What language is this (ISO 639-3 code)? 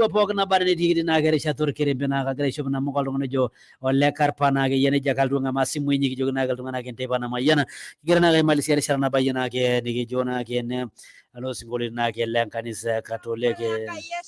mas